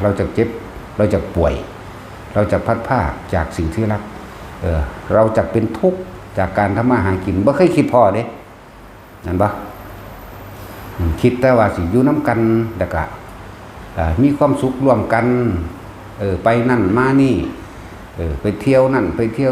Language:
Northeastern Thai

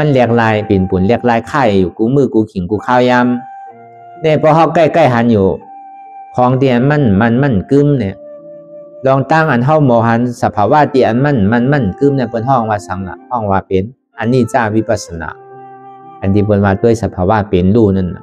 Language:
Shan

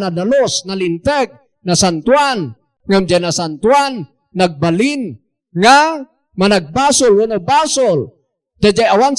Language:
Iloko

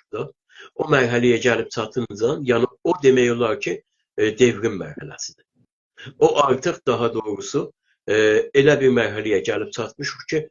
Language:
South Azerbaijani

